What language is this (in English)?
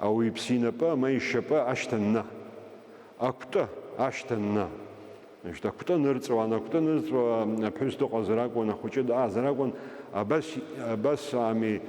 Abkhazian